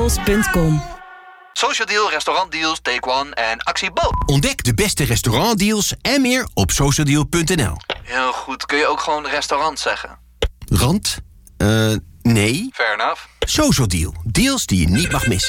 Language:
Dutch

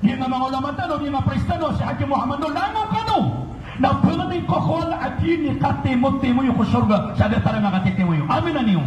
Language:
Maranao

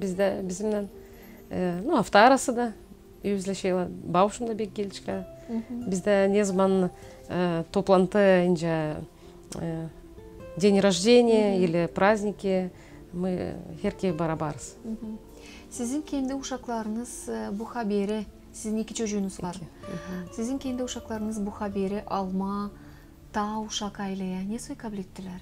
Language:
Gagauz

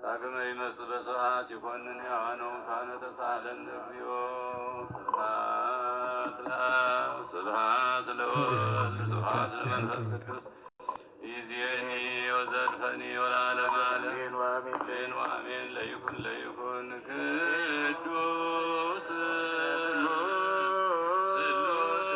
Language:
Geez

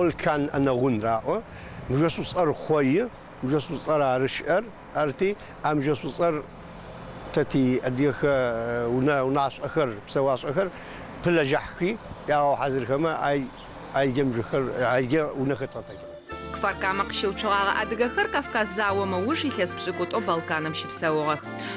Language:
Adyghe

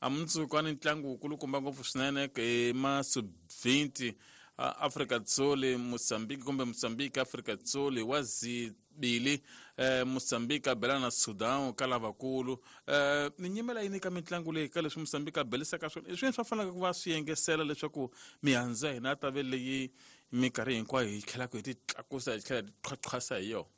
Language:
Tsonga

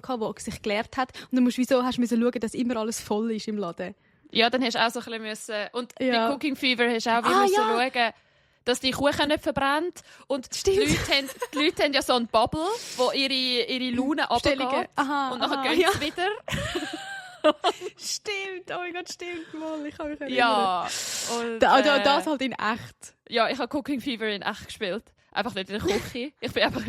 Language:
Swiss German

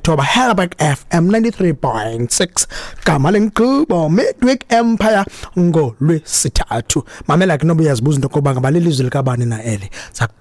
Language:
Xhosa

